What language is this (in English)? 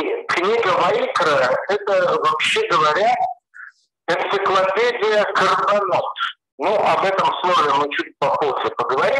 Russian